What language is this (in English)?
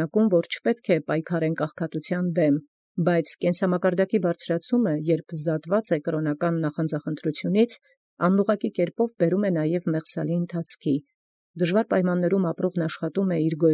Armenian